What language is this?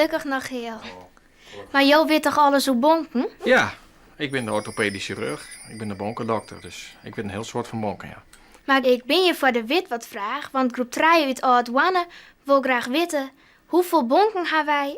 Western Frisian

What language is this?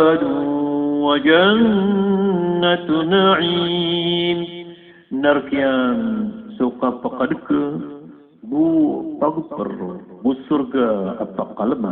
Maranao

